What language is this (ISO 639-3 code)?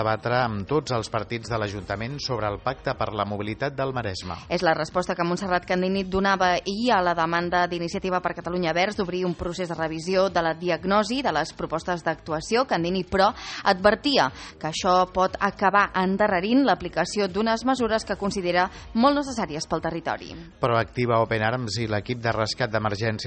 cat